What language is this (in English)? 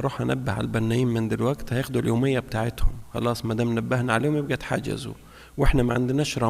Egyptian Arabic